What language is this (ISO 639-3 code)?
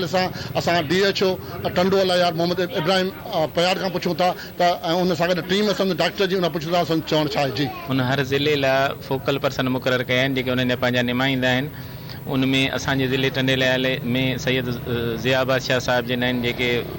snd